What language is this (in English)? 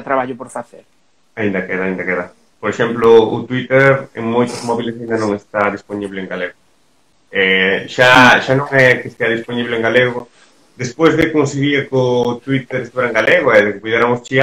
Galician